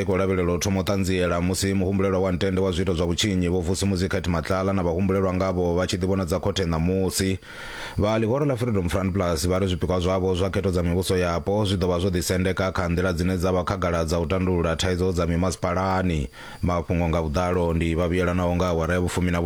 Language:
Venda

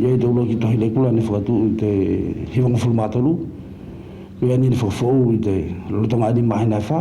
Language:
Wallisian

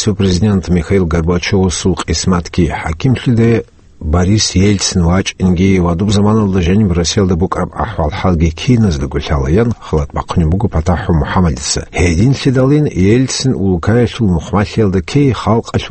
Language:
Avaric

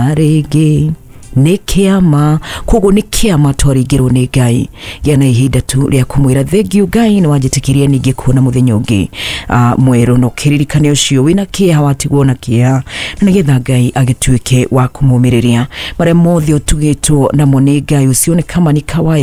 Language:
Kikuyu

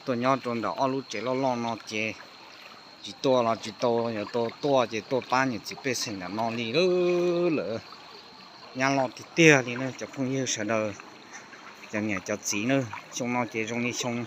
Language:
Hmong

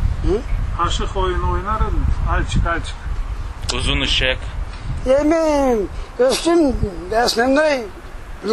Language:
Crimean Tatar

